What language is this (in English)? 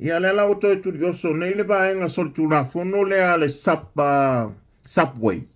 Samoan